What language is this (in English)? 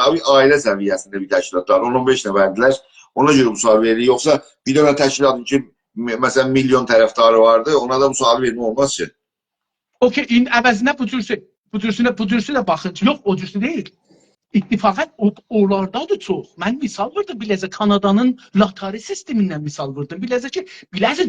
South Azerbaijani